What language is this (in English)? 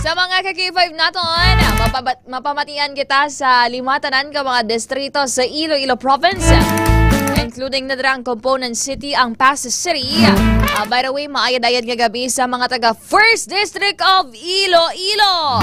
Hiligaynon